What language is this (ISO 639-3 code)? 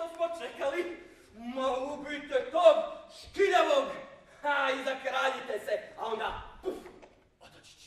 hrv